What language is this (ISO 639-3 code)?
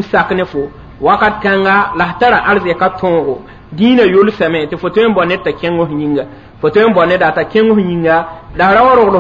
mos